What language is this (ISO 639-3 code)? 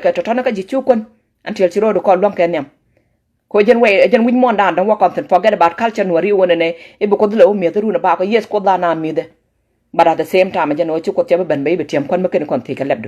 nus